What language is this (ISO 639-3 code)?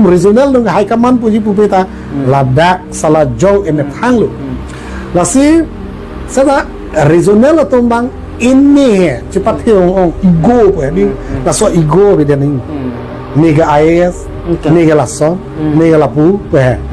mjw